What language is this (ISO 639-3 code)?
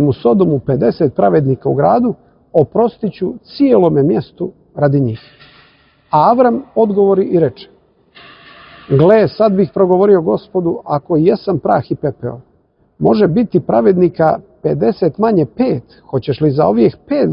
hrv